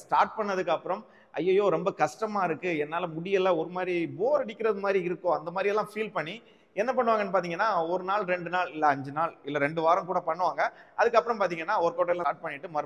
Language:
Tamil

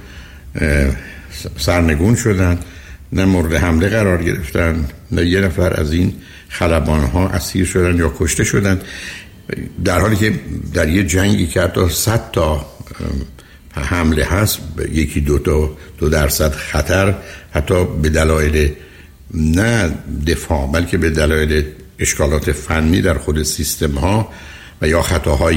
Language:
Persian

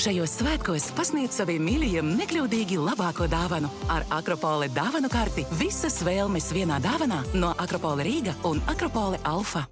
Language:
Latvian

